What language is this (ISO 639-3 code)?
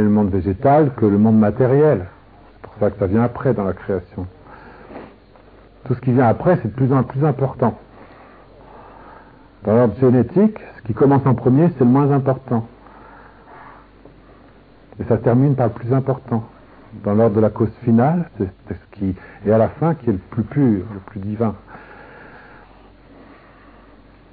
fra